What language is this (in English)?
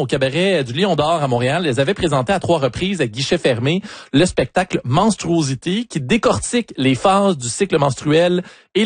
French